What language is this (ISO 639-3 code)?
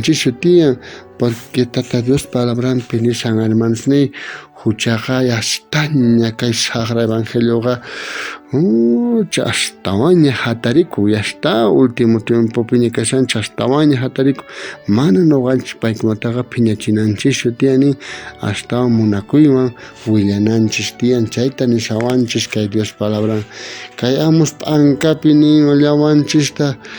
quh